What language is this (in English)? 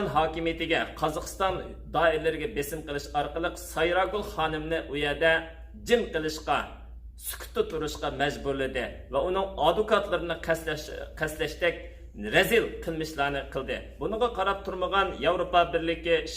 Uyghur